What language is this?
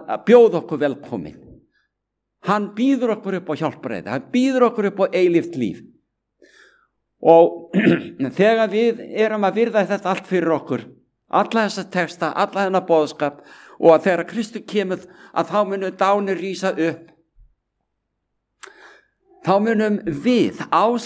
Icelandic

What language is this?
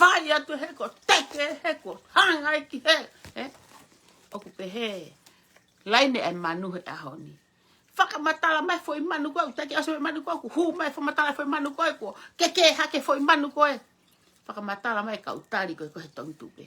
Tongan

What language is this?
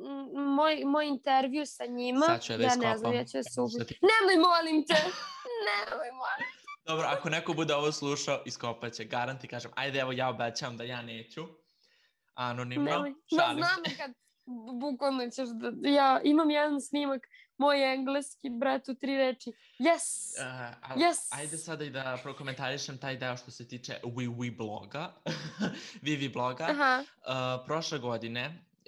Serbian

